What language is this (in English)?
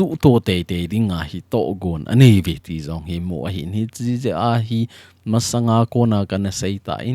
Thado Chin